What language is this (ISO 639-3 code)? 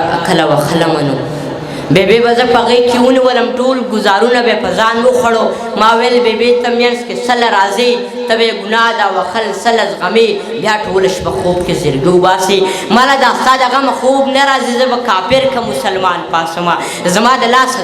pus